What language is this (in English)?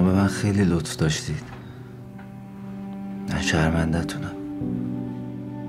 Persian